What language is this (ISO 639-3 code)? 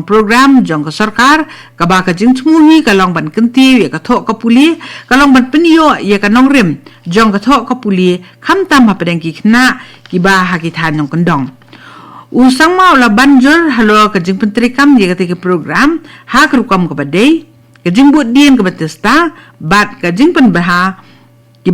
kha